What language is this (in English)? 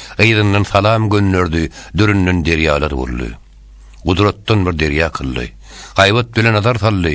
Turkmen